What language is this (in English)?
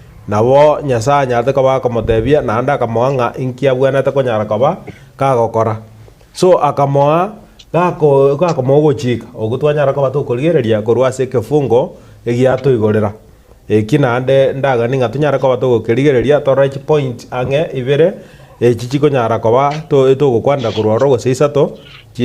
Gusii